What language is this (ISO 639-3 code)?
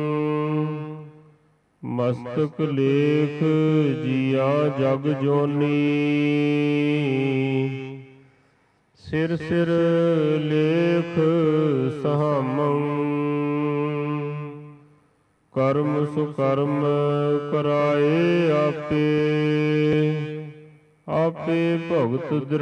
pan